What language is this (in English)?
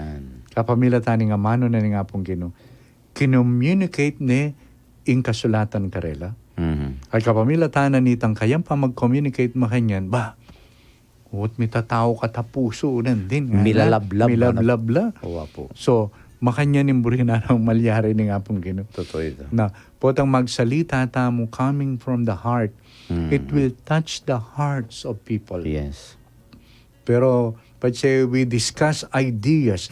Pampanga